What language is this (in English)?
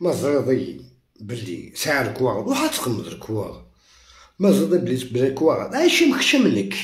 Algerian Arabic